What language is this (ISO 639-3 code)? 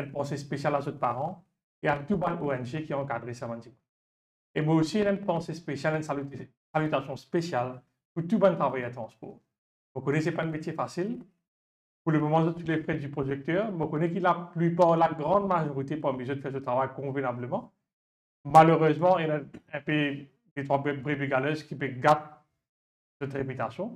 mfe